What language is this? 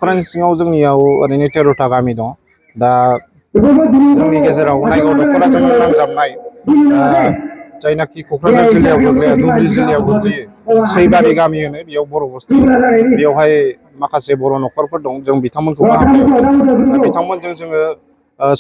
Bodo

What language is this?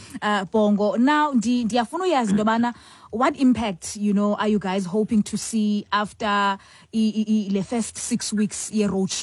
Xhosa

